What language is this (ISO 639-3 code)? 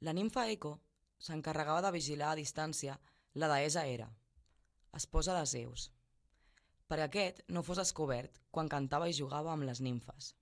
cat